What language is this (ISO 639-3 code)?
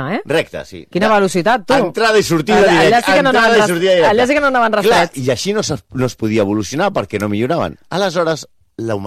cat